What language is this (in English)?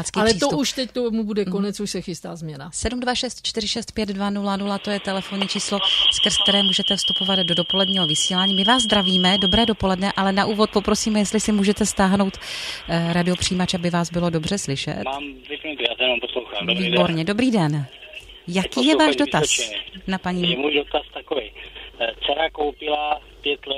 Czech